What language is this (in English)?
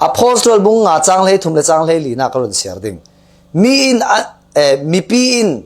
Falam Chin